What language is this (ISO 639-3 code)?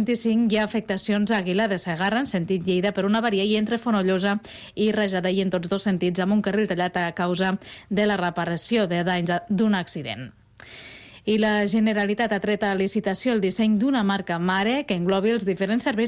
cat